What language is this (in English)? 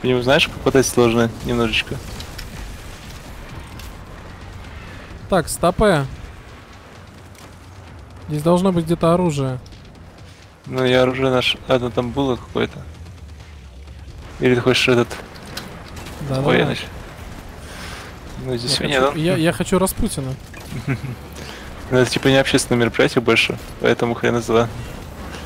Russian